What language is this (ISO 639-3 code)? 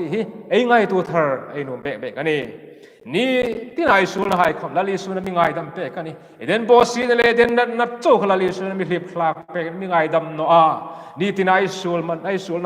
hmr